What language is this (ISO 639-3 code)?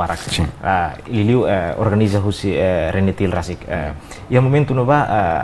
tet